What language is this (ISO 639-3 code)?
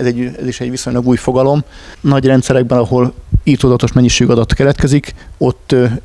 hun